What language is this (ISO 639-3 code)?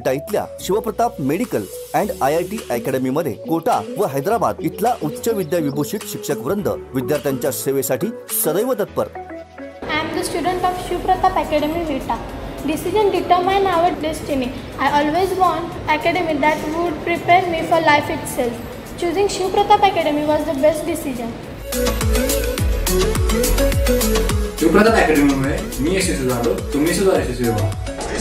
mar